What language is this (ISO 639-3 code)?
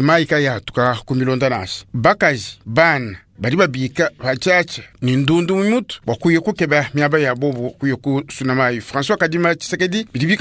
lua